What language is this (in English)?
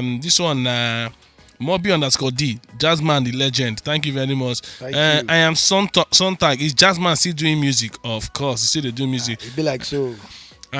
Nigerian Pidgin